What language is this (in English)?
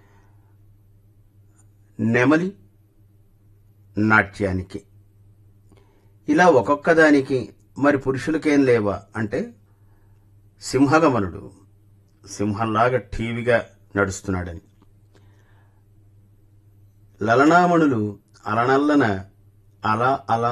Telugu